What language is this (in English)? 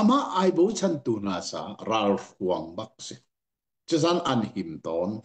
Hakha Chin